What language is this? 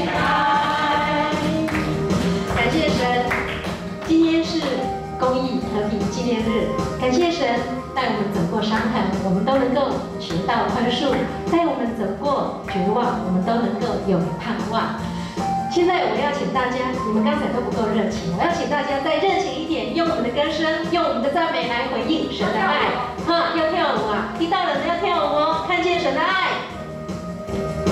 Chinese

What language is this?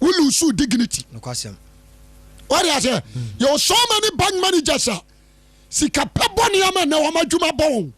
Akan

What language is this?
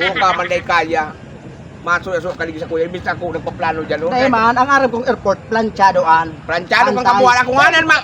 Bikol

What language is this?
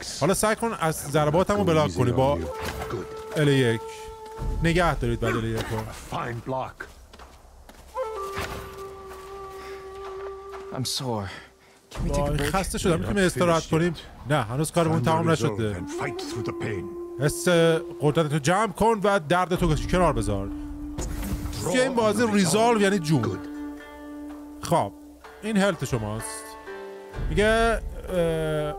Persian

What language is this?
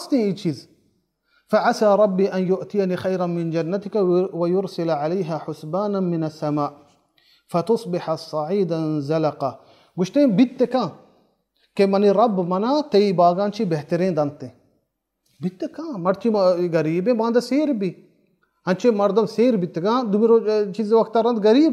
Baluchi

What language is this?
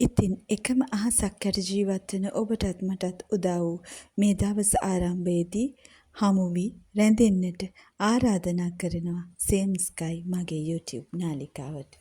Sinhala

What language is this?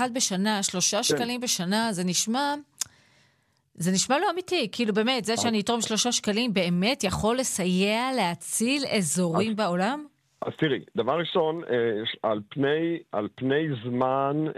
Hebrew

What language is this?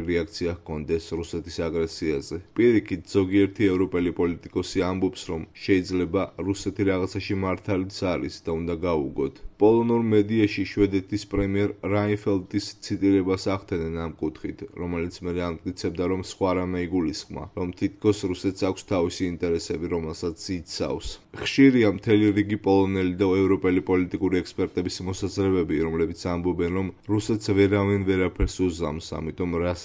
Georgian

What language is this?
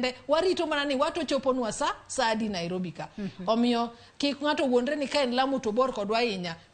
Luo (Kenya and Tanzania)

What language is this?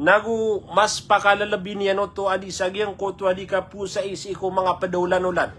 Maranao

